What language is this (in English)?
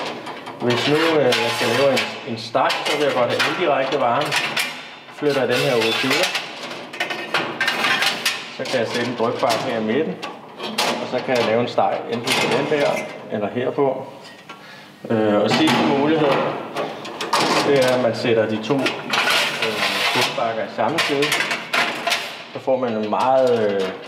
Danish